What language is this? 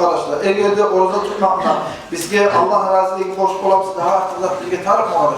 Kumyk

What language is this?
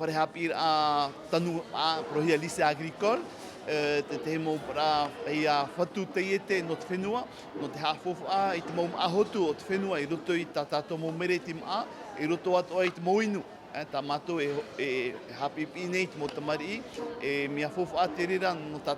Tahitian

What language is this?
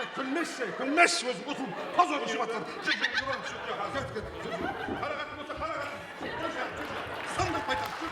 Kara-Kalpak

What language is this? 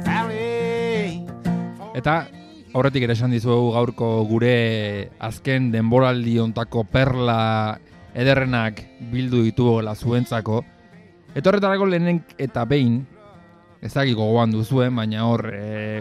Basque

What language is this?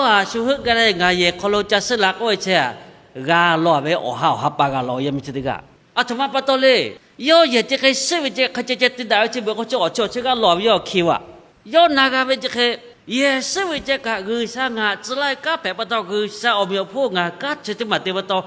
Lahu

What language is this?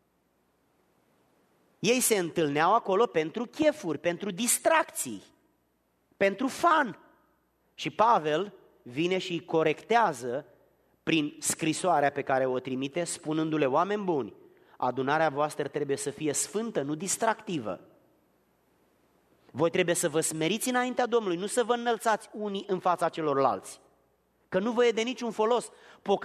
Romanian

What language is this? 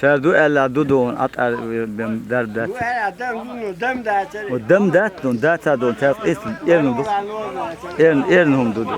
Chechen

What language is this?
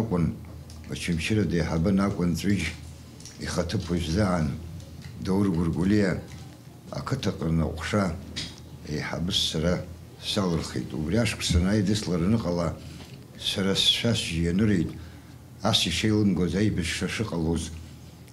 Abkhazian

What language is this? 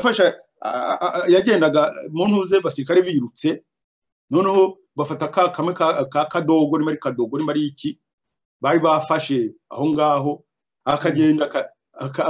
Kinyarwanda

